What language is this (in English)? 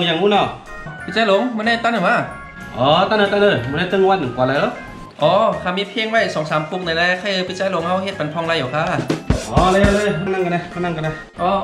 Shan